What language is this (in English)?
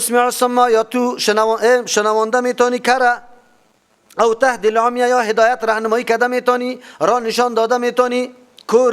Persian